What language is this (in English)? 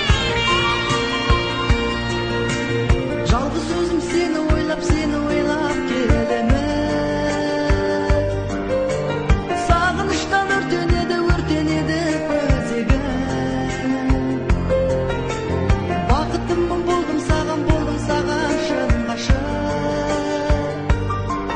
Kazakh